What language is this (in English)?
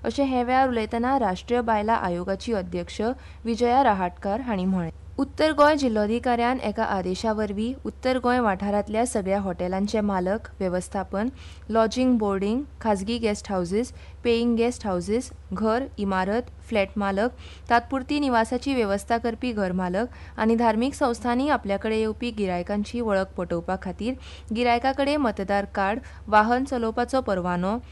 Konkani